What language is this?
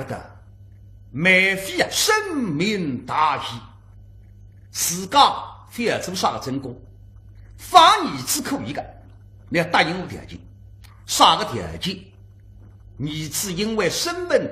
Wu Chinese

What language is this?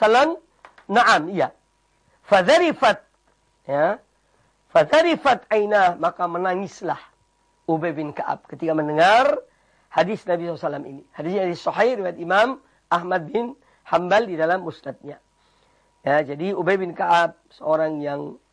Indonesian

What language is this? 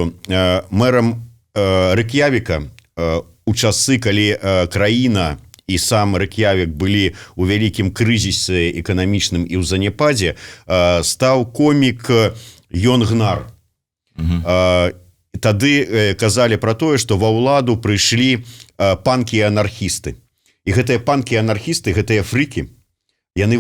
Belarusian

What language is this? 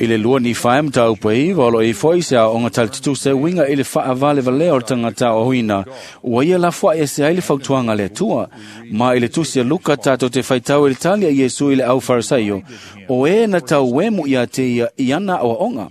Samoan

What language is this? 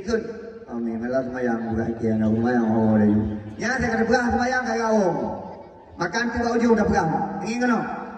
Achinese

